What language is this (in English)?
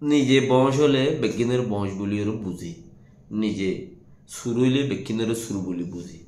Rohingya